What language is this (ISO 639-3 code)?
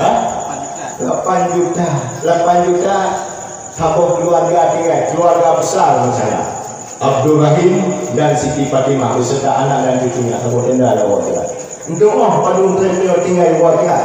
ace